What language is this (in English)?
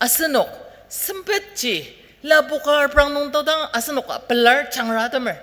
Ao Naga